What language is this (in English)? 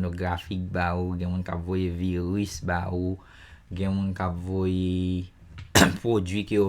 Haitian Creole